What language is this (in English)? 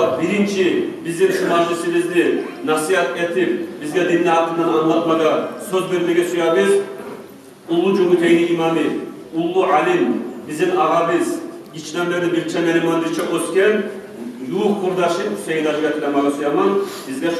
Kumyk